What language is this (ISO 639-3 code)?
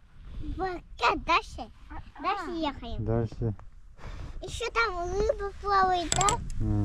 sah